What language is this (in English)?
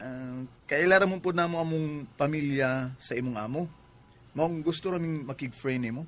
Cebuano